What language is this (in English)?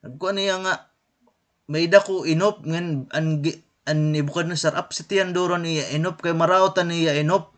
Waray